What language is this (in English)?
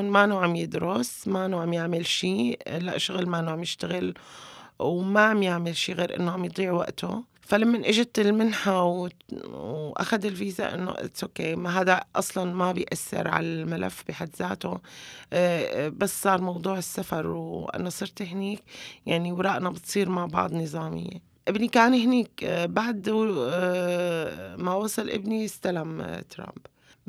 North Levantine Arabic